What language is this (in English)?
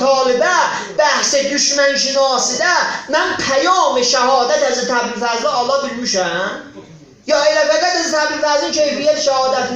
South Azerbaijani